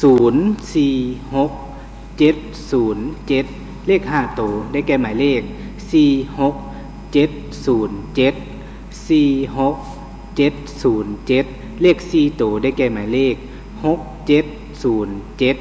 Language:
Lao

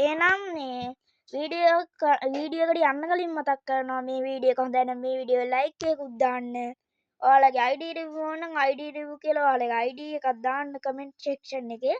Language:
Sinhala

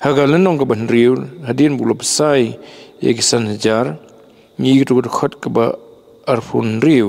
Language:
Khasi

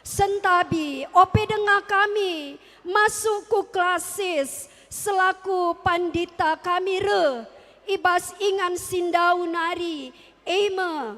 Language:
Batak Karo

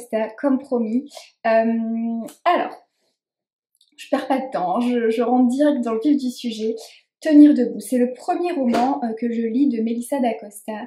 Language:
French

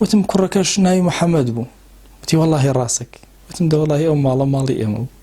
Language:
Central Kurdish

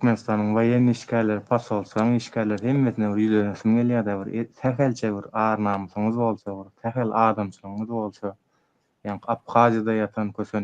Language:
Turkmen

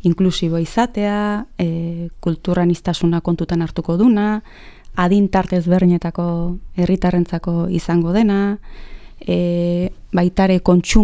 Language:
Basque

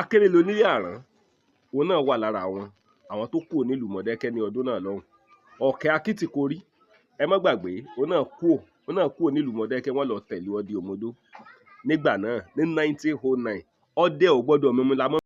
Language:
Yoruba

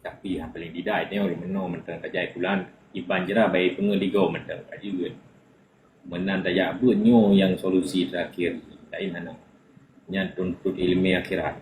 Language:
Achinese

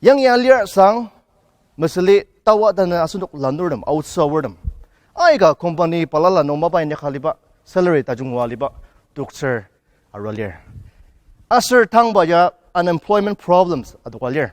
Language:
Ao Naga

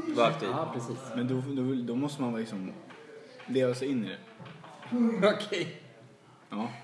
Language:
Swedish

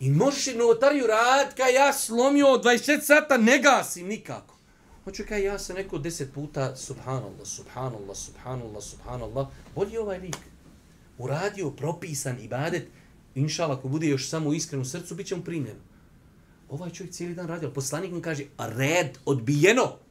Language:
Bosnian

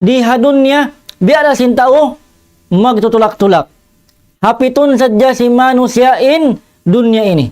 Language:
Tausug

